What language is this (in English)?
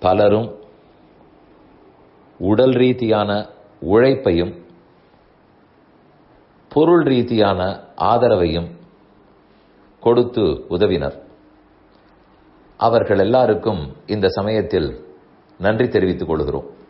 Tamil